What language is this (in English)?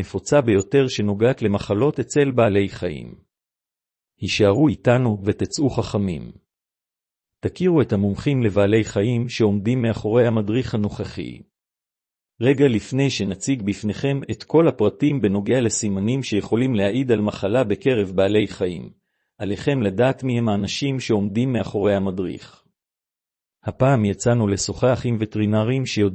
Hebrew